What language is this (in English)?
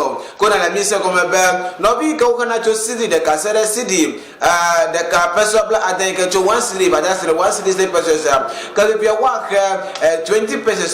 Ewe